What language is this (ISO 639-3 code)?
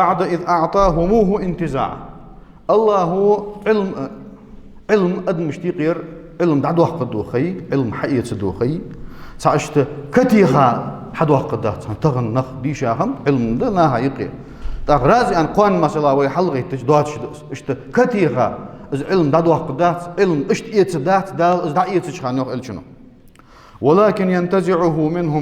inh